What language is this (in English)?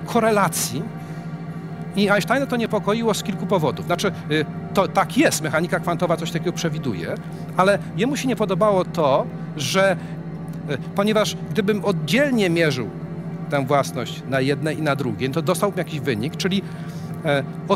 Polish